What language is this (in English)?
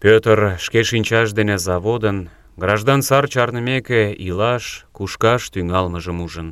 Mari